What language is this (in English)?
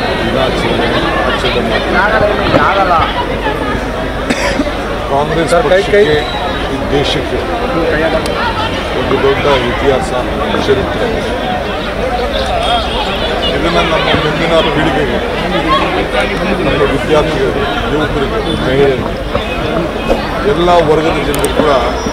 Kannada